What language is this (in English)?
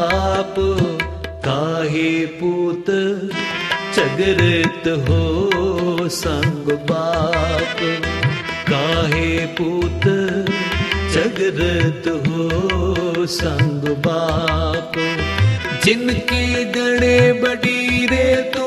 Punjabi